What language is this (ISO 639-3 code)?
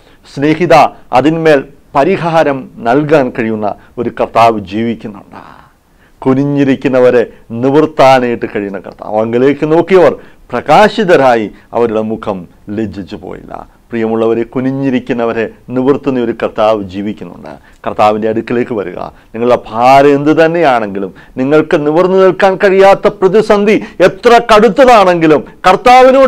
mal